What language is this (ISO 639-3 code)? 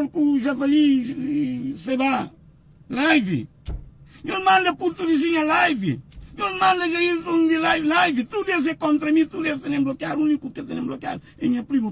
kea